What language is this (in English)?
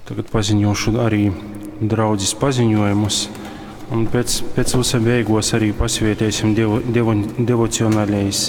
Latgalian